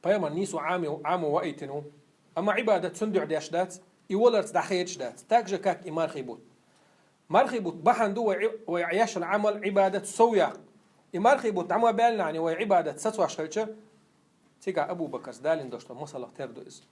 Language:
Chechen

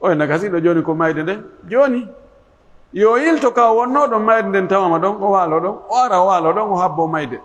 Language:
Pular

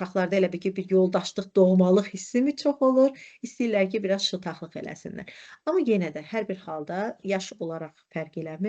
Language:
Azerbaijani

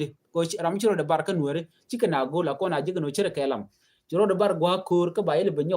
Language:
Nuer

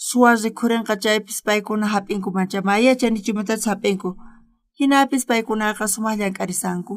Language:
South Bolivian Quechua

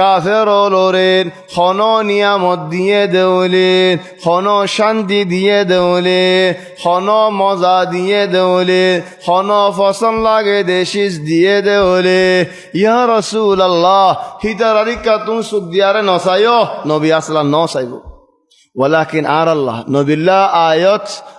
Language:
Rohingya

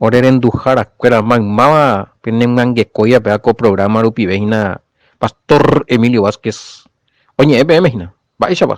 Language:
Guarani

